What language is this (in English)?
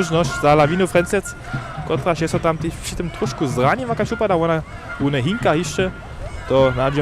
Upper Sorbian